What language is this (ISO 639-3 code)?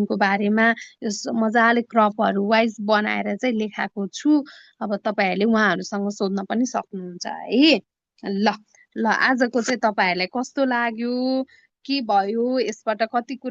nep